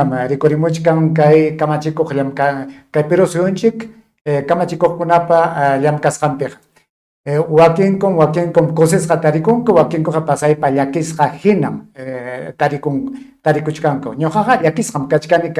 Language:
Ayacucho Quechua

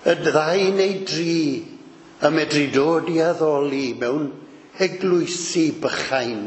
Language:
Welsh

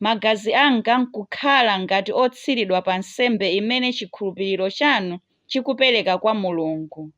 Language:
Nyanja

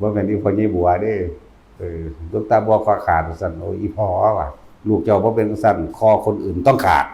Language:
Northeastern Thai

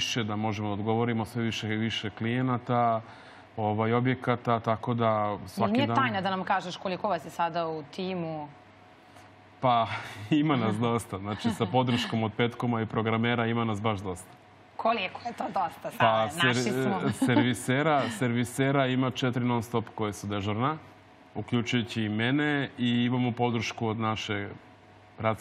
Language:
Serbian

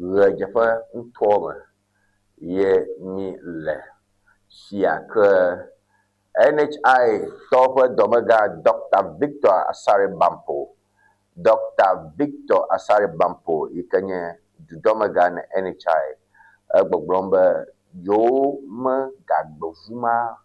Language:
Ewe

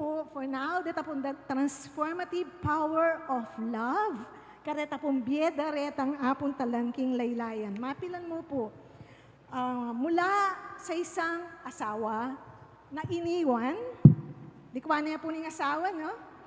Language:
Pampanga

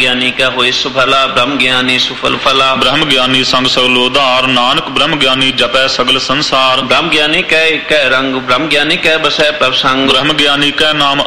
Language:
Punjabi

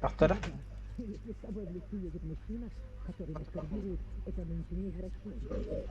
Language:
Yakut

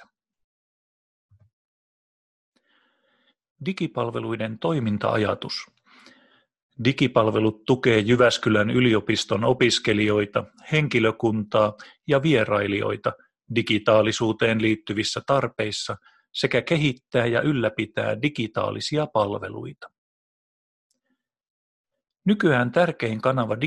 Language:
Finnish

